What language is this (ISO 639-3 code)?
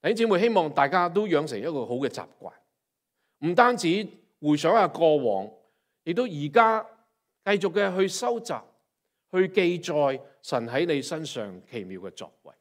yue